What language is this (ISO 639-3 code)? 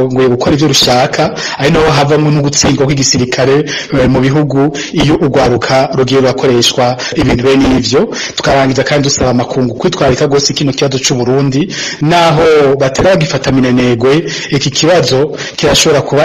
run